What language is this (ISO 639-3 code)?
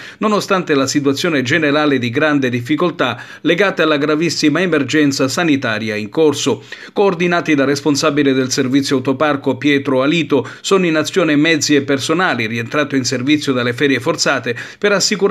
ita